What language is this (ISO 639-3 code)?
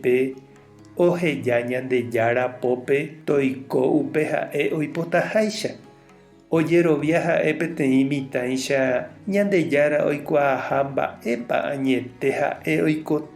grn